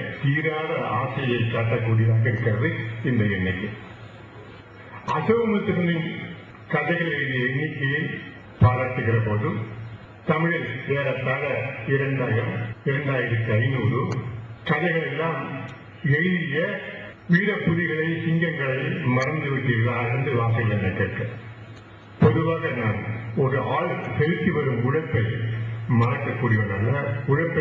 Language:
Tamil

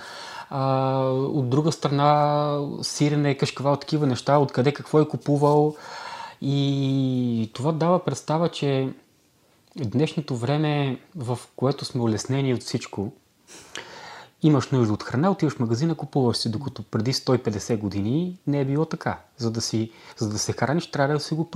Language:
Bulgarian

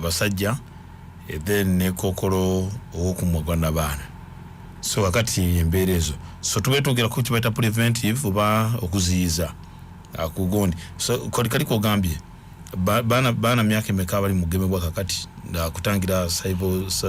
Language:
Ganda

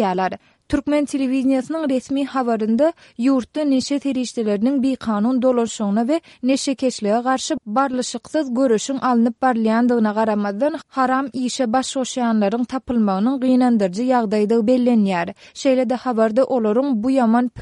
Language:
Turkmen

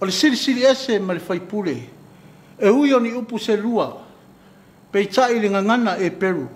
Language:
Samoan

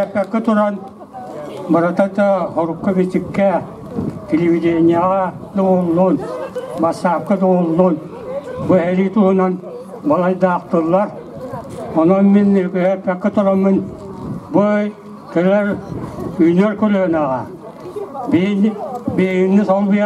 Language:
Yakut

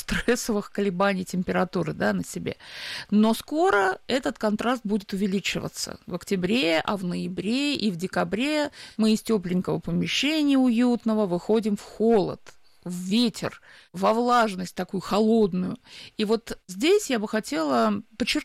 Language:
Russian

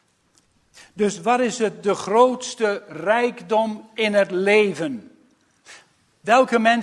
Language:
Dutch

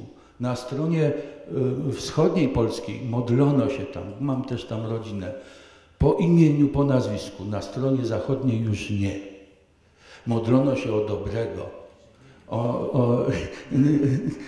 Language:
Polish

